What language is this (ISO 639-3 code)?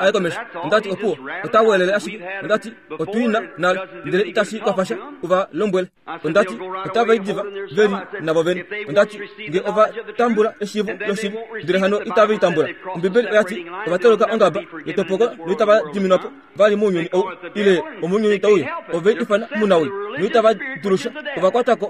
kua